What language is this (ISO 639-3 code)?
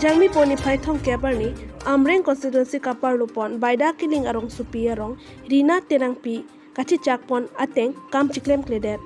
mjw